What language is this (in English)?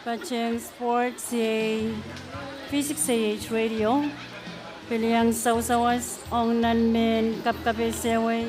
Pohnpeian